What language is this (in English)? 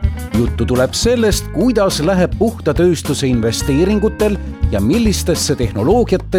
Estonian